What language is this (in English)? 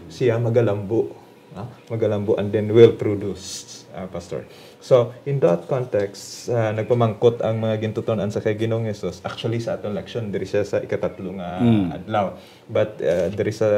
Hiligaynon